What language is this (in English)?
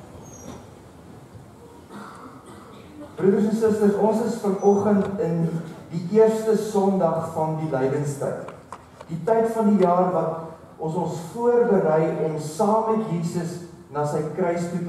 Afrikaans